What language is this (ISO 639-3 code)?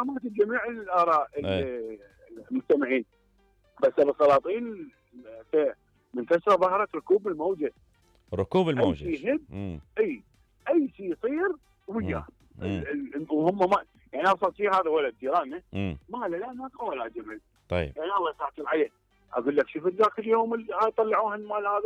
acm